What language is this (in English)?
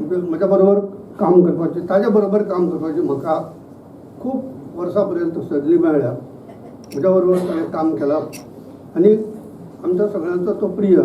Konkani